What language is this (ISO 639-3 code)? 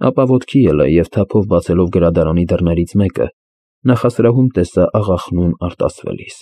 hye